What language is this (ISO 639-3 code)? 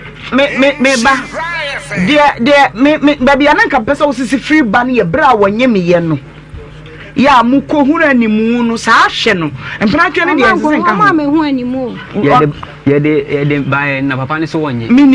aka